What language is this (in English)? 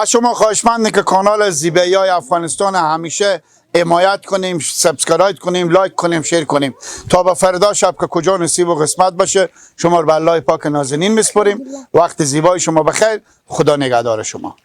Persian